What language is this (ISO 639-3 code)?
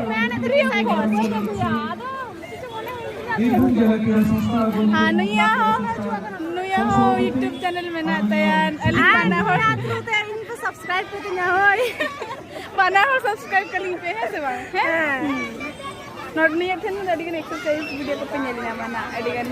sat